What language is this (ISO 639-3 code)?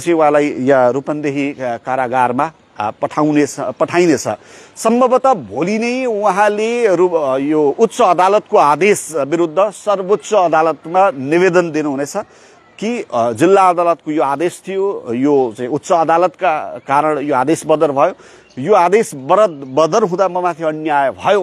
nep